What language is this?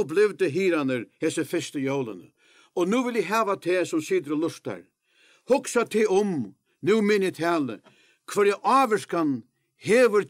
Faroese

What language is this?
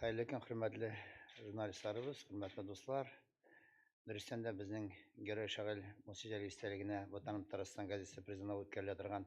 Tatar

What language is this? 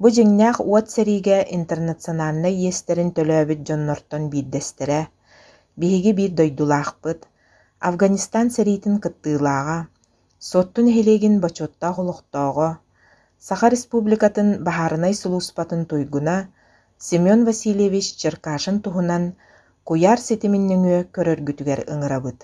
Yakut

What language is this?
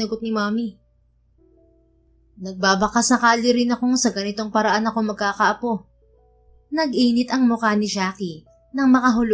Filipino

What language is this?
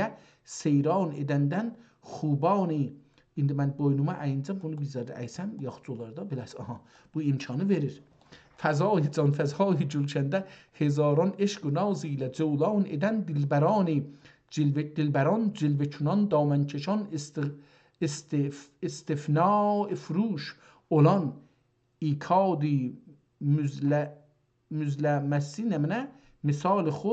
South Azerbaijani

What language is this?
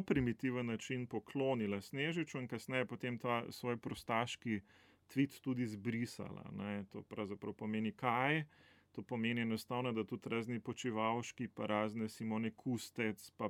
Slovenian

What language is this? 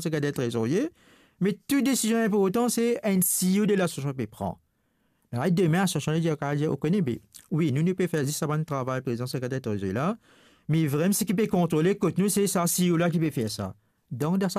Morisyen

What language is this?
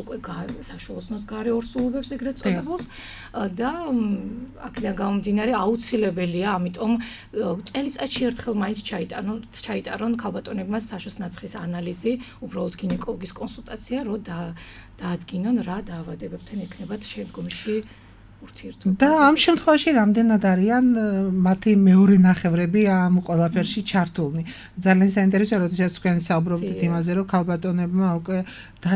Georgian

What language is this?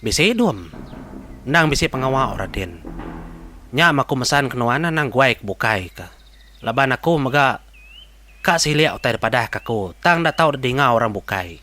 Iban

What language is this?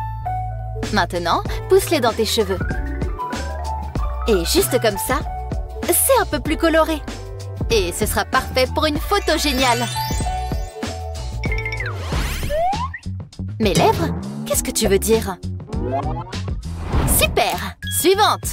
French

